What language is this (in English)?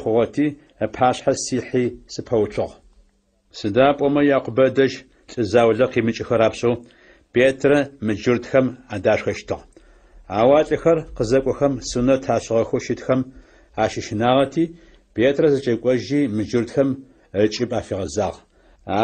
Adyghe